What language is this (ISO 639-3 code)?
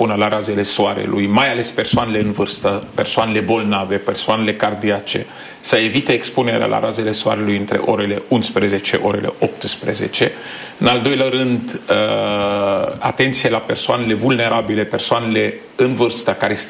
ron